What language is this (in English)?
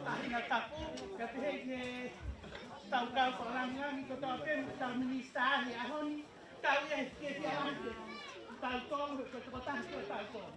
Tongan